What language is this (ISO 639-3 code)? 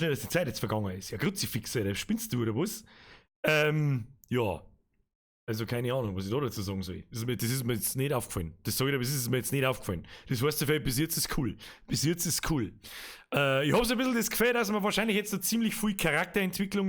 bar